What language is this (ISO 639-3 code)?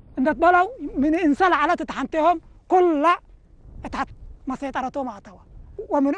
tig